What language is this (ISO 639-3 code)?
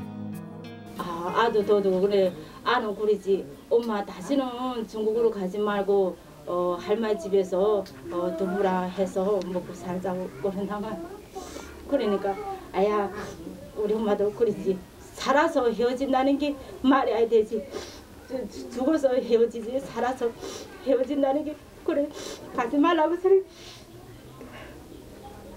kor